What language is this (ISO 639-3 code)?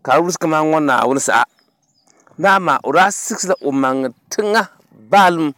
dag